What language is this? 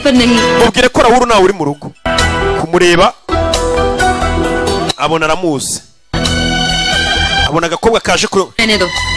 Kinyarwanda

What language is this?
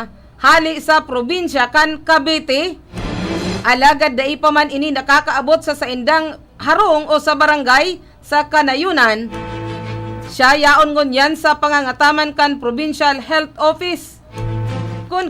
Bikol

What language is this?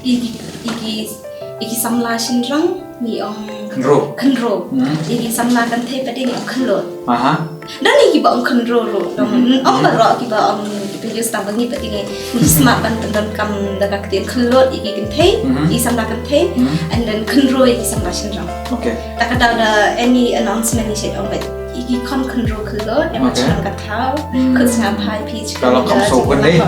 Khasi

